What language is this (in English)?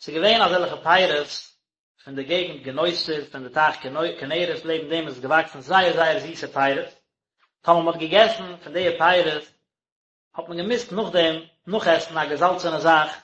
Yiddish